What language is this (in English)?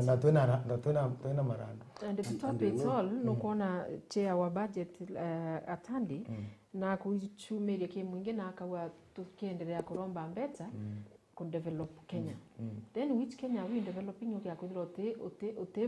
Meru